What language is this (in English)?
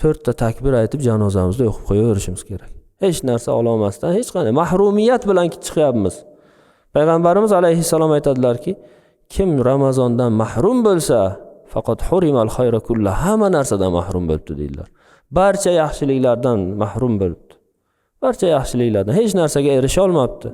Uzbek